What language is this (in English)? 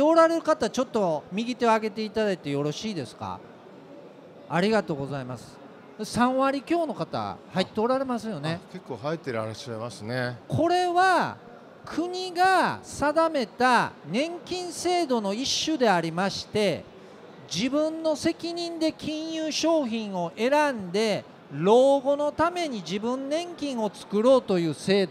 Japanese